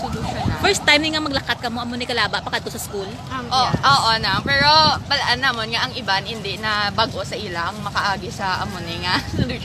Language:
Hiligaynon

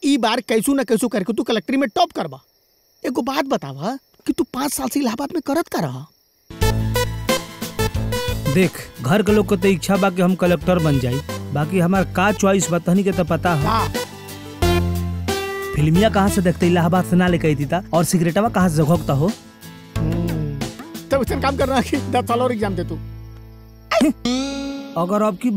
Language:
Bhojpuri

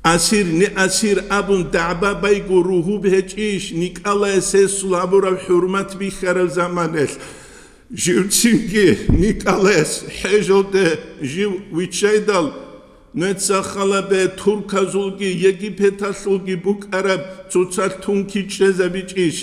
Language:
Avaric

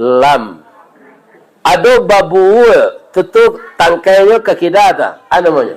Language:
Minangkabau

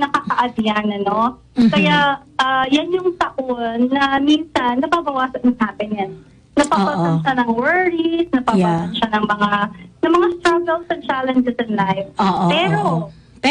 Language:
Filipino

